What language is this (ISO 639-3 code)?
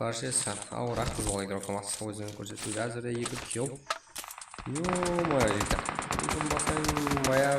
kaa